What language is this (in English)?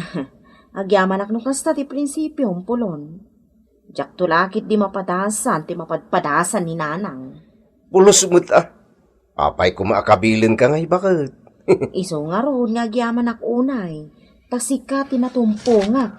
Iloko